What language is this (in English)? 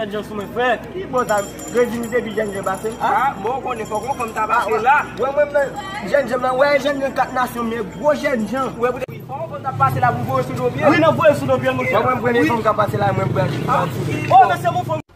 Haitian Creole